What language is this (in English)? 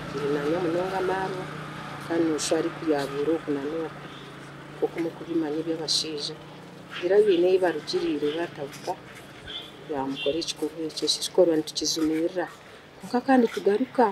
Nyankole